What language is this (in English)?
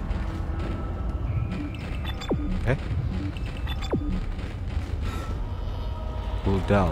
Indonesian